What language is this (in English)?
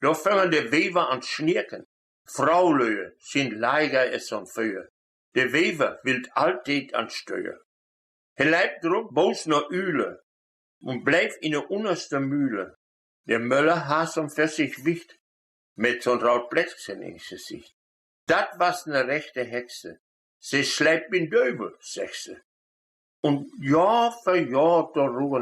Westphalien